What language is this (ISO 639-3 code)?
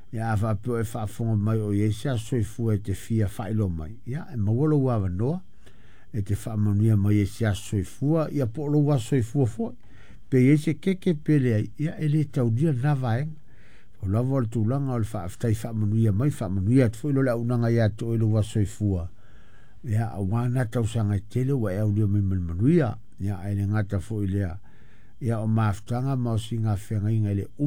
smo